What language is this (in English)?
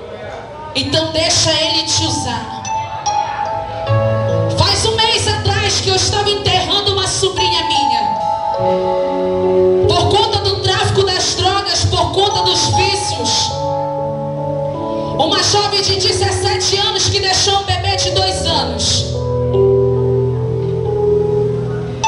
Portuguese